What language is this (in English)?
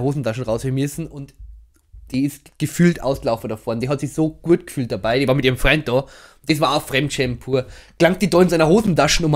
Bavarian